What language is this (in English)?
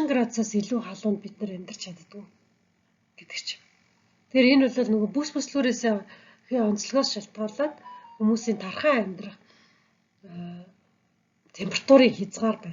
Mongolian